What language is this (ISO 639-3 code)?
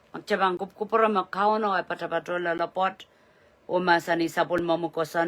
pon